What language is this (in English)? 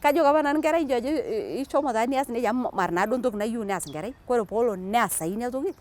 Masai